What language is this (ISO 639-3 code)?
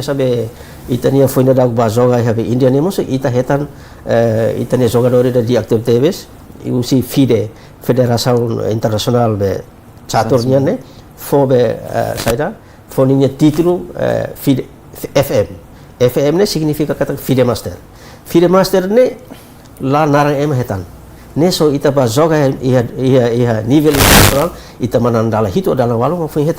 tet